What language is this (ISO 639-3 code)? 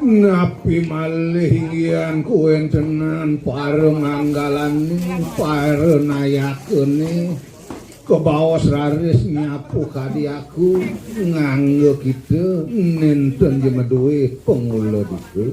ban